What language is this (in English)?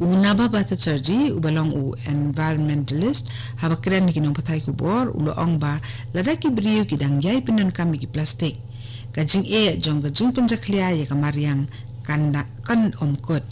Khasi